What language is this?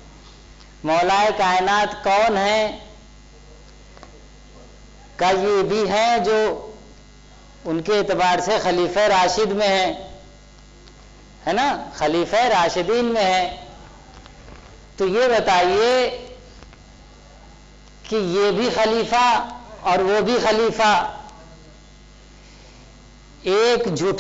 Urdu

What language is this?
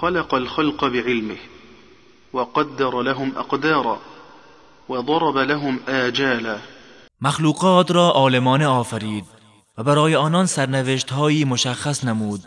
Persian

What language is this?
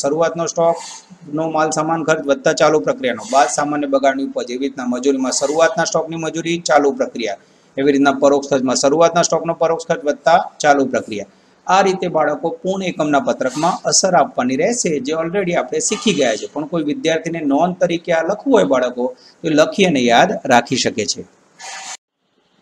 Gujarati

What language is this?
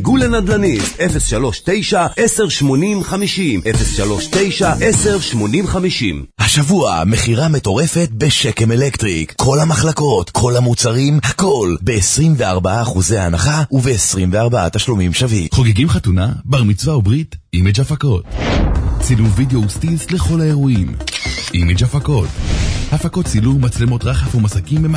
Hebrew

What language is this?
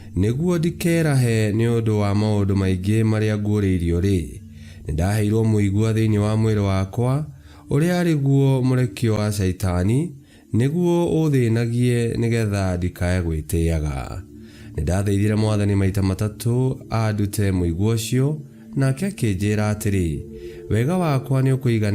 Kikuyu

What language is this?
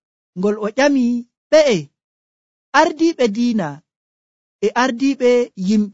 Nigerian Fulfulde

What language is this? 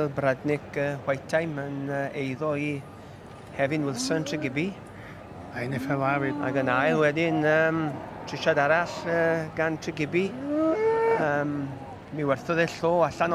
Welsh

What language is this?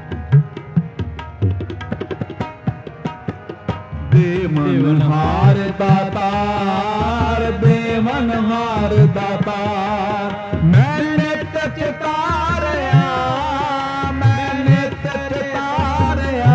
Punjabi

